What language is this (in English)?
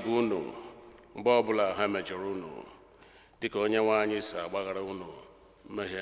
Igbo